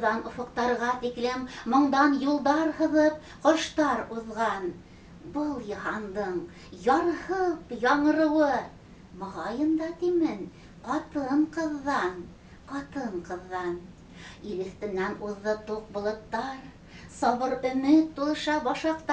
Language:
Bashkir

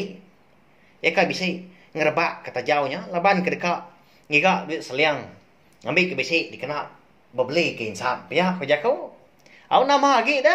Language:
Iban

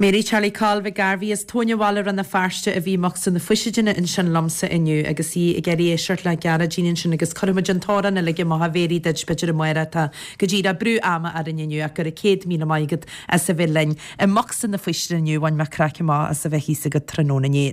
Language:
Irish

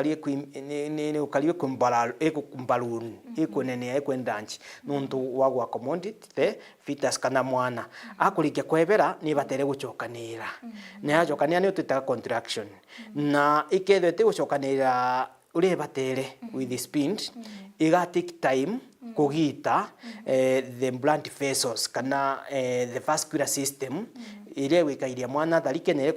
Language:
Meru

